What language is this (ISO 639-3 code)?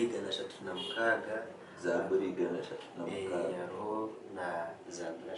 nyn